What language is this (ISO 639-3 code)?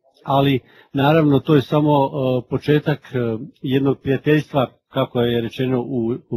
hrv